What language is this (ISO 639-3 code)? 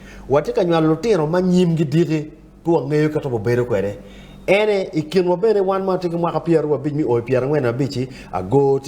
ach